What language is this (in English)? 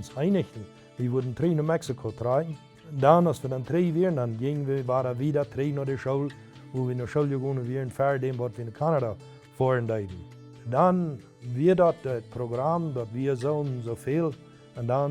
Plautdietsch